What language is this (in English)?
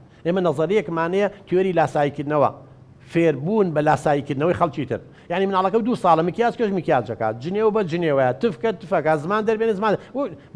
Central Kurdish